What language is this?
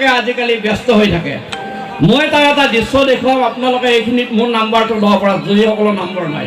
Assamese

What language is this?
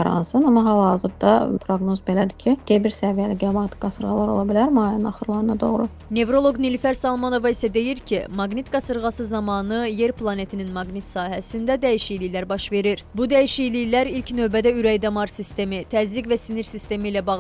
Azerbaijani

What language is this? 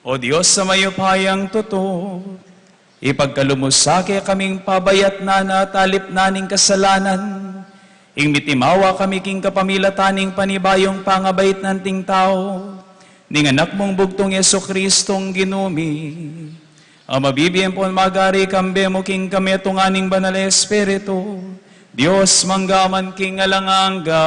Pampanga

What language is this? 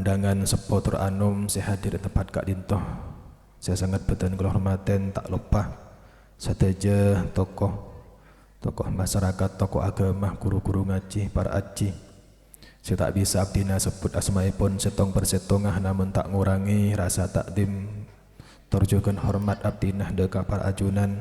Madurese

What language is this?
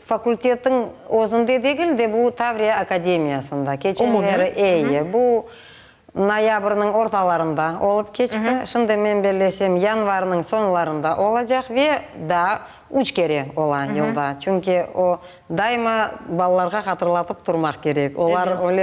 Crimean Tatar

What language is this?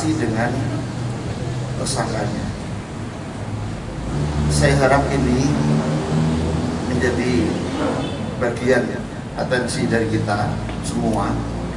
Indonesian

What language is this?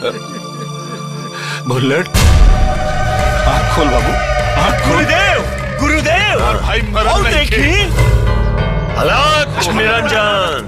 Bhojpuri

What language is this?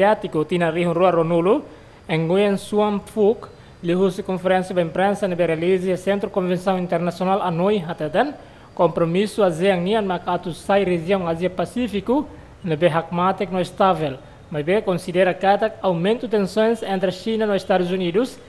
Tetum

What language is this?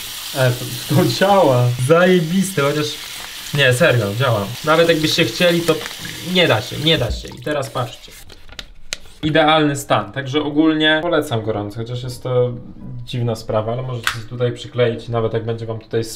Polish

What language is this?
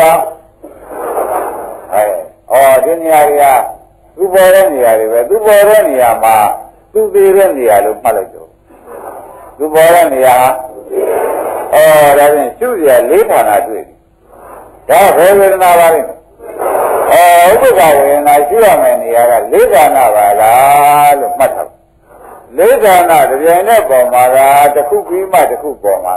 Burmese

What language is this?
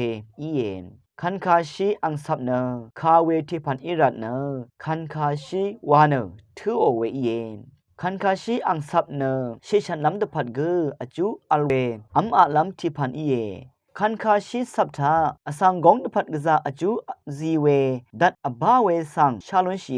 Rawang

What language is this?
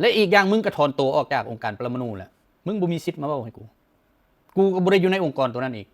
Lao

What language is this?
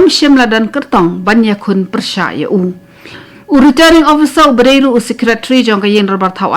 Khasi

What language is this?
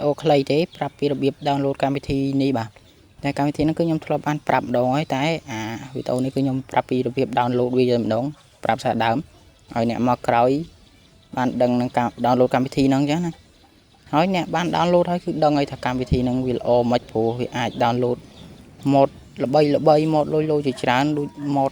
Khmer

